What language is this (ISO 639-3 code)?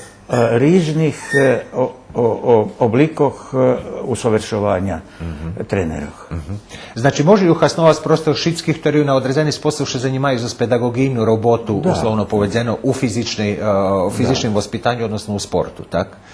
rue